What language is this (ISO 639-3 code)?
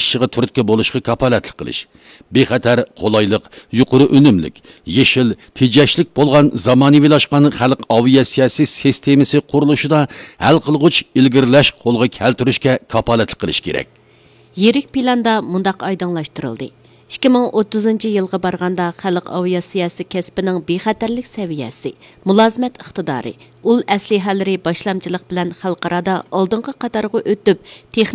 uig